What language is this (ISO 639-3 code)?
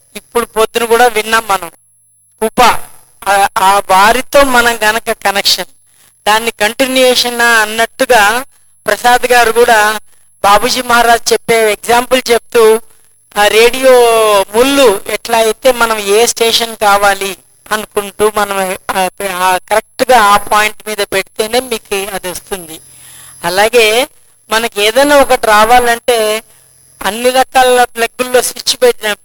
tel